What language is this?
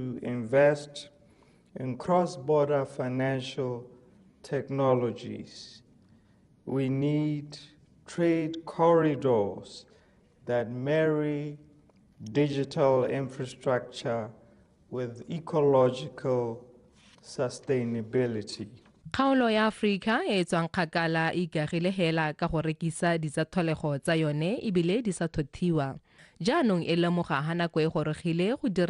Tswana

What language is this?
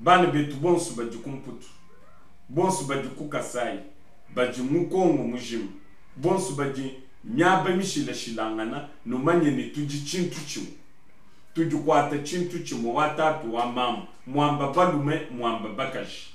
Luba-Lulua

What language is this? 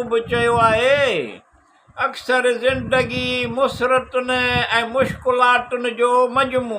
Sindhi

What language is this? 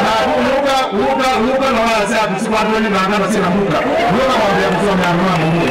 Kamba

